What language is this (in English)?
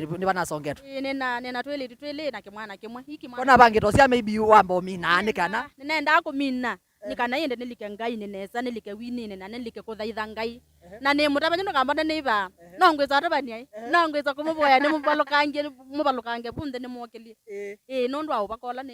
Kamba